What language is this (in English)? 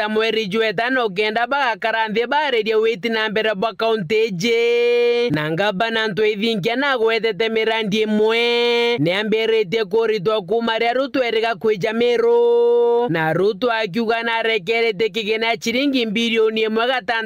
Meru